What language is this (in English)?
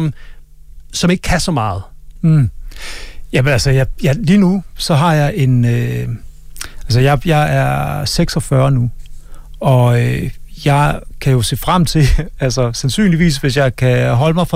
Danish